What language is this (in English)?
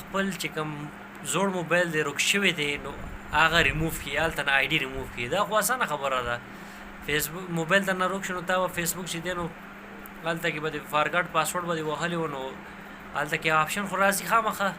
Pashto